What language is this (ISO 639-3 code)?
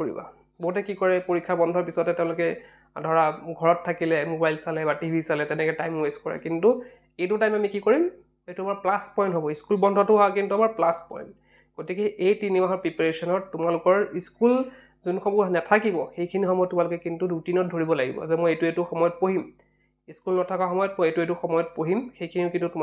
asm